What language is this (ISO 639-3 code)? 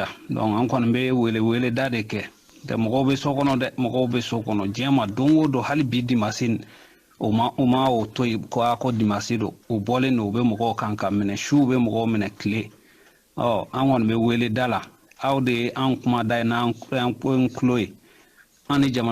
bam